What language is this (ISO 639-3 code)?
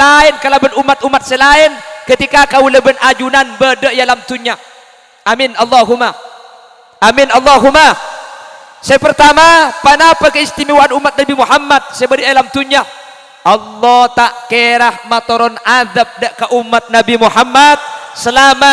mad